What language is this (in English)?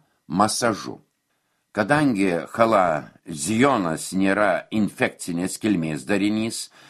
Lithuanian